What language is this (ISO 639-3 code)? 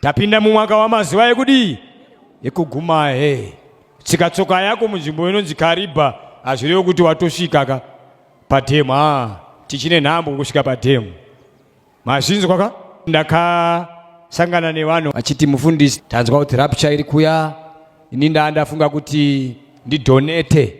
sna